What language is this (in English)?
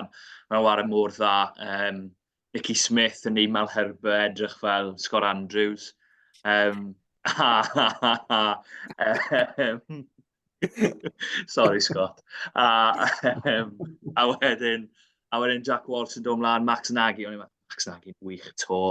Welsh